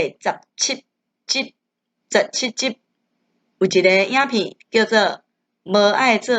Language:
Min Nan Chinese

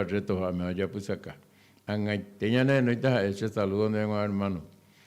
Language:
Guarani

